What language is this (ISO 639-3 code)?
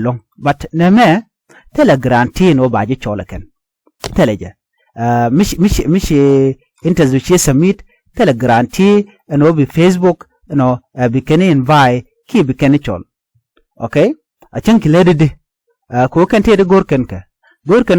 nus